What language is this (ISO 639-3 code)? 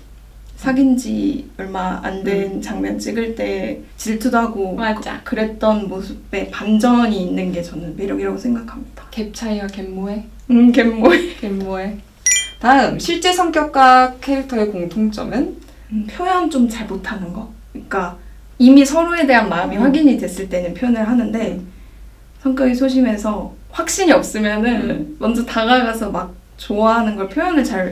kor